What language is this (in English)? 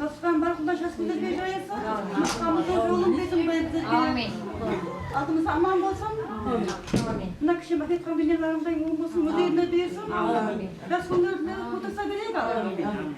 Kara-Kalpak